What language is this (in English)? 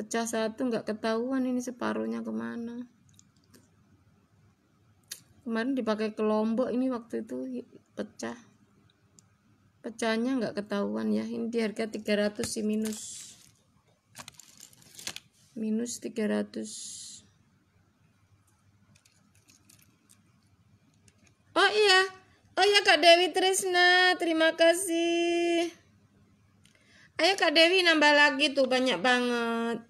Indonesian